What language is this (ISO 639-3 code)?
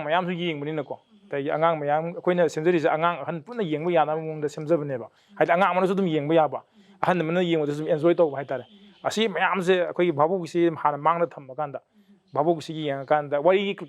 mni